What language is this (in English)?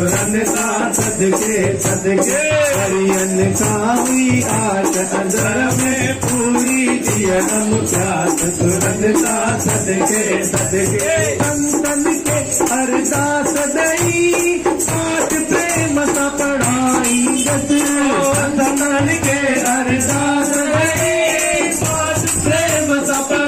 Sindhi